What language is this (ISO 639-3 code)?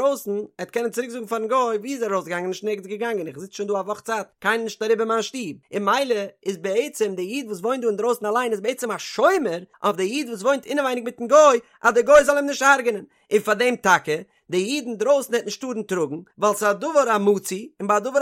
yid